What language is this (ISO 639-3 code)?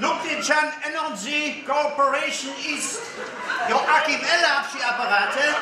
hsb